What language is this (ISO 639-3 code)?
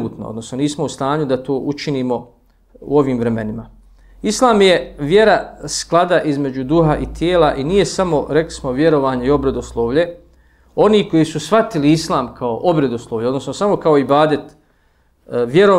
bos